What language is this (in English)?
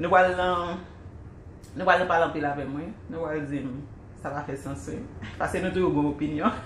Haitian Creole